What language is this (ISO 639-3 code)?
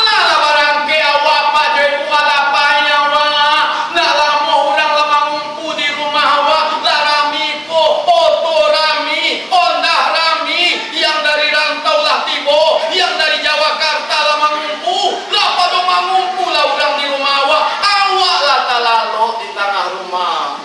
min